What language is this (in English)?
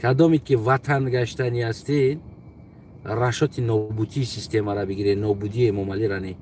Tajik